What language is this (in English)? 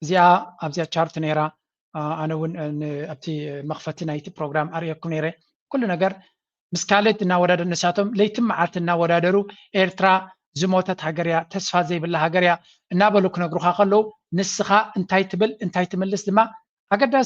Tigrinya